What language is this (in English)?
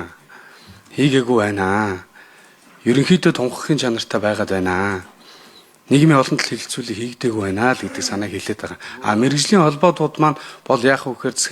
Mongolian